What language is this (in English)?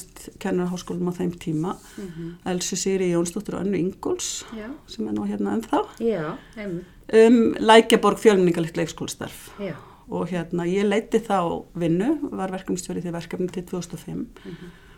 Icelandic